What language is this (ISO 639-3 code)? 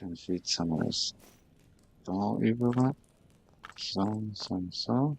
gsw